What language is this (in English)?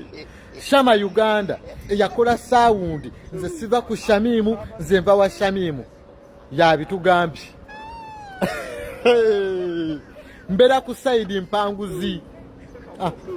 Ganda